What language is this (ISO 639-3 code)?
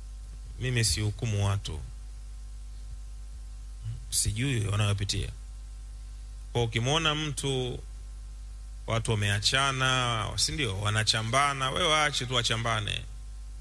swa